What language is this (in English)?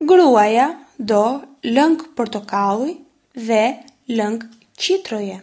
Albanian